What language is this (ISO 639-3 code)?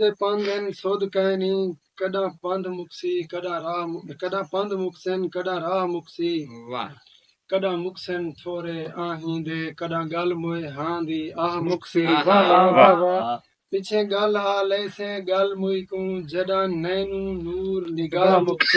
skr